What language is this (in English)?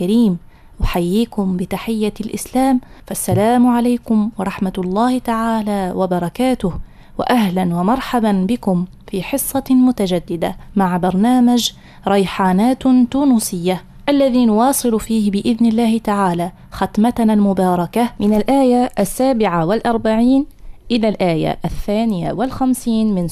Arabic